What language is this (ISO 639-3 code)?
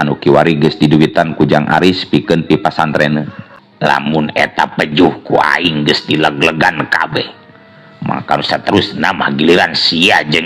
sun